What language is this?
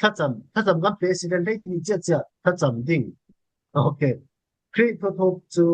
Falam Chin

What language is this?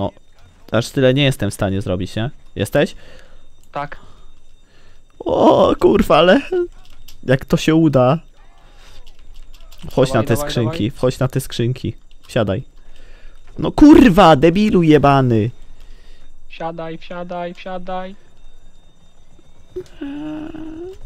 Polish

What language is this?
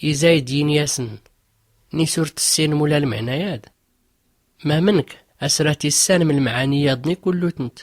Tachelhit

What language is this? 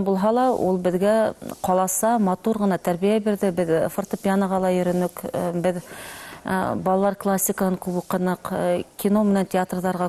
Bashkir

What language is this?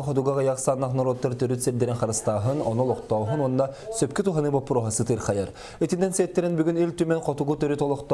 Yakut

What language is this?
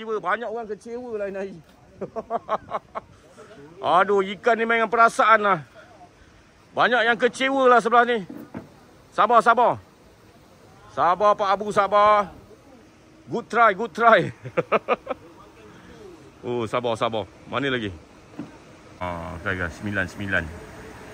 Malay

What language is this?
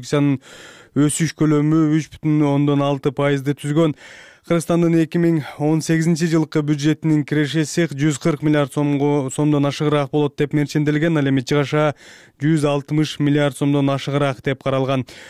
Kyrgyz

